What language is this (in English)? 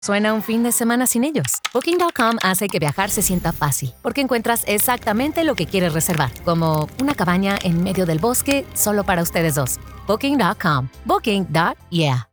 Spanish